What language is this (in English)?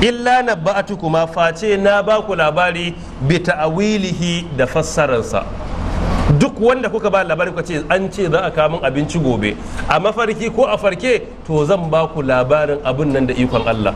Hausa